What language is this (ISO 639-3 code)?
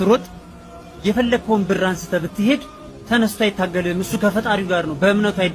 amh